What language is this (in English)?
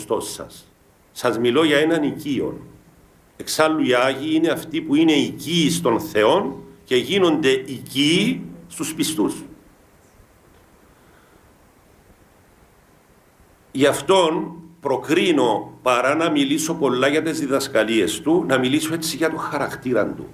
Greek